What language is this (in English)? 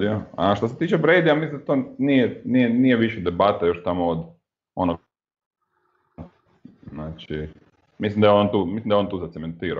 Croatian